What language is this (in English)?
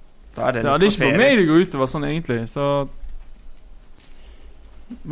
Norwegian